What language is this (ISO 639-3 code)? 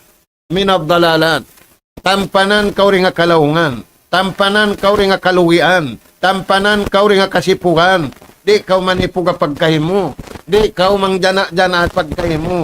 tsg